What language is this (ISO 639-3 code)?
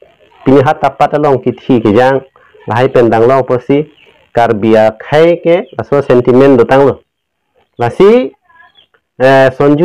mjw